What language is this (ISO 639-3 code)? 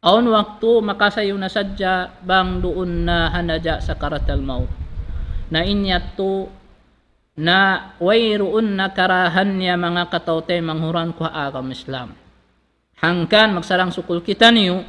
tsg